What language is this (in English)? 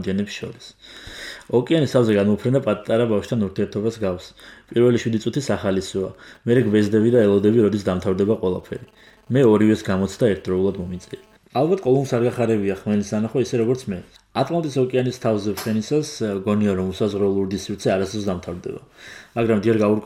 Georgian